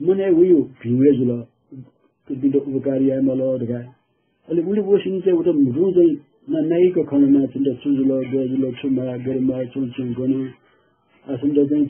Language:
Newari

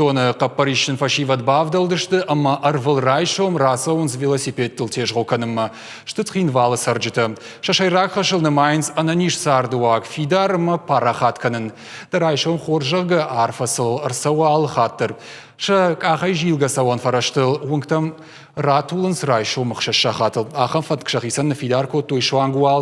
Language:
Ossetic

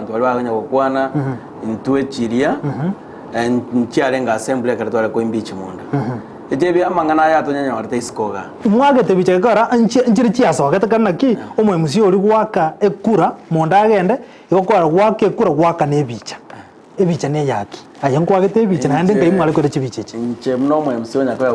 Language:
Gusii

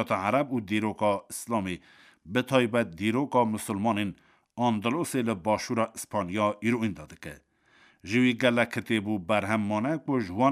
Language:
Kurdish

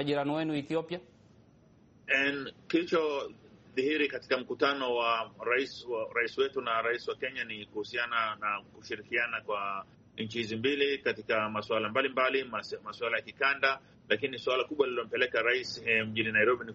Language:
Swahili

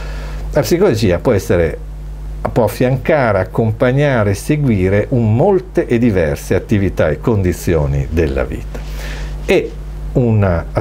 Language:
Italian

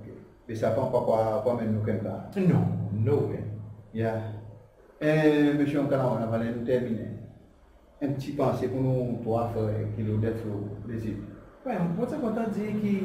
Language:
Seselwa Creole French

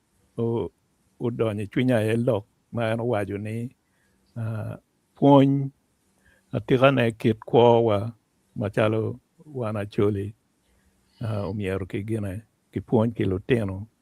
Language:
Acoli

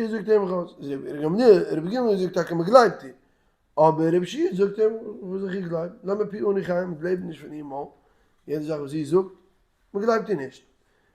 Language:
Yiddish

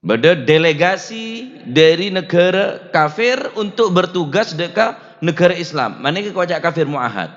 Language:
Madurese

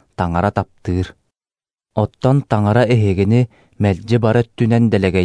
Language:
Yakut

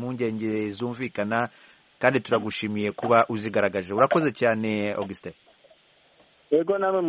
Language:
Kinyarwanda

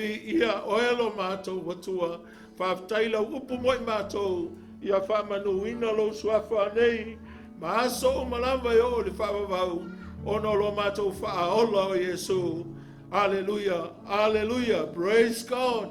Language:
Samoan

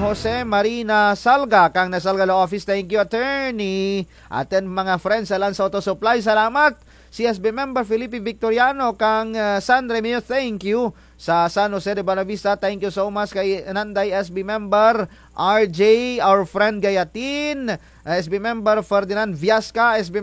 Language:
Kinaray-a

